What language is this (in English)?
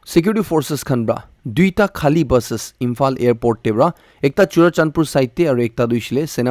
Naga Pidgin